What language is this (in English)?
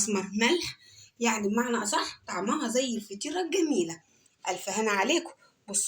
Egyptian Arabic